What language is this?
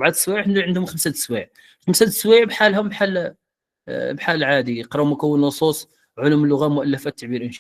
Moroccan Arabic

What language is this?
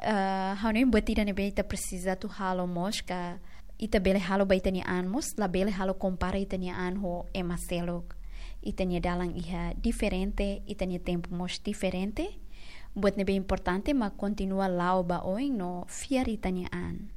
Tetum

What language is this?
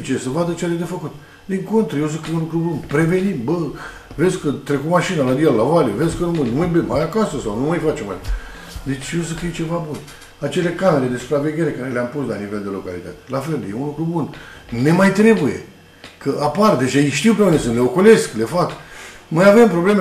Romanian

